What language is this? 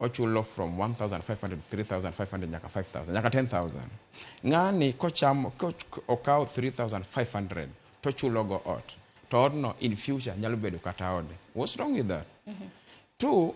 Luo (Kenya and Tanzania)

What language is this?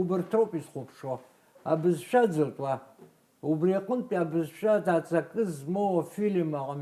Abkhazian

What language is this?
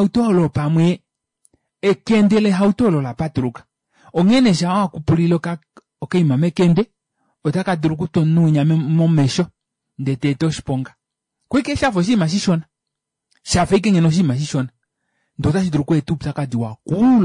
Kuanyama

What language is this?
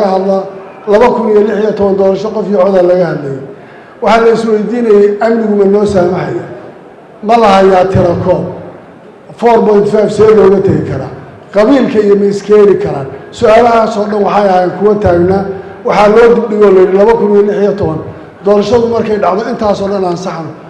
Somali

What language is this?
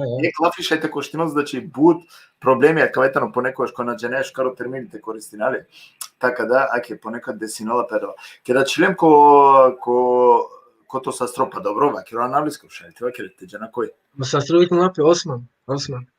Balkan Romani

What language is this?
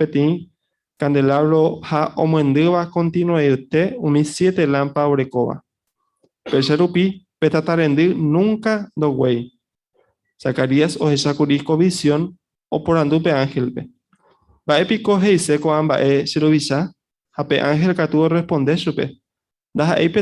Guarani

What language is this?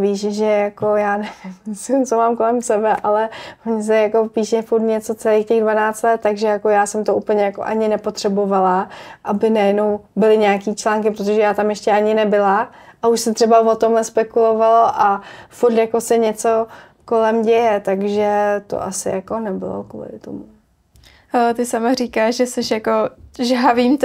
Czech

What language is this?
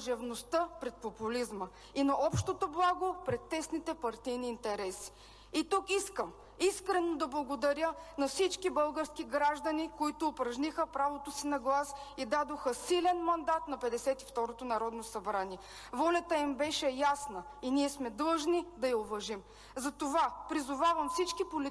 Bulgarian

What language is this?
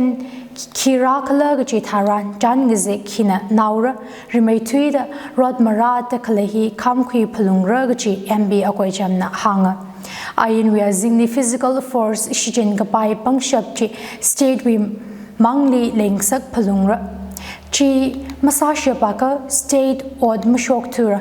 Tangkhul Naga (India)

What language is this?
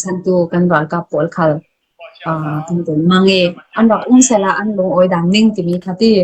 Falam Chin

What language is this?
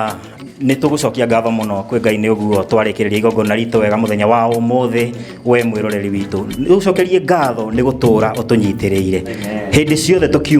Kikuyu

